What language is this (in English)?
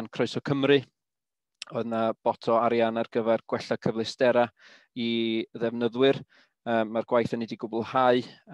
Welsh